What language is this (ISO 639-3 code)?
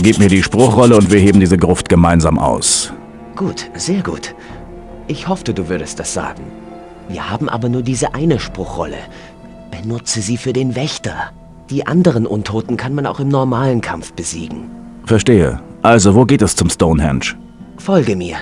bar